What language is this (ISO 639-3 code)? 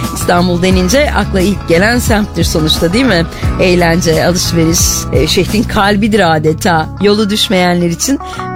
tur